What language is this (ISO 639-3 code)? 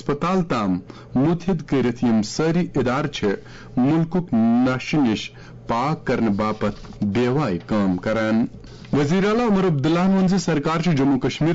kas